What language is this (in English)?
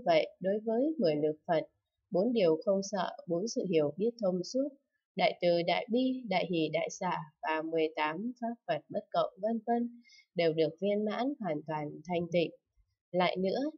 Vietnamese